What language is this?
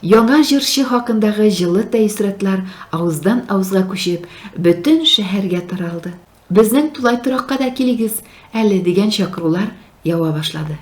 Tatar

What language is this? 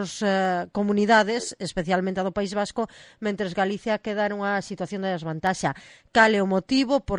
Galician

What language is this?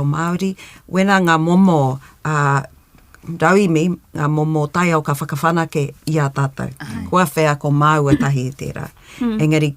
Māori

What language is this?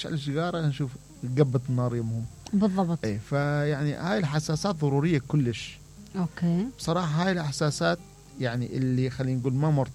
Mesopotamian Arabic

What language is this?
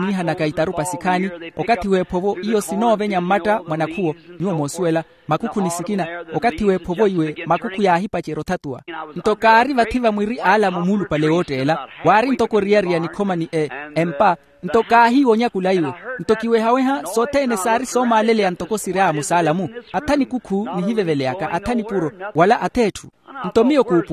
Makhuwa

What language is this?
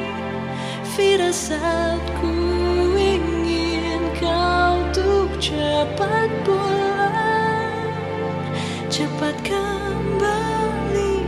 Indonesian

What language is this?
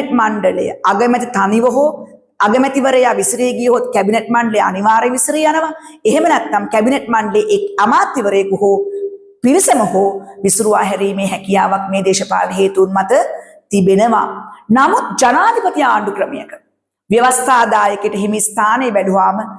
Sinhala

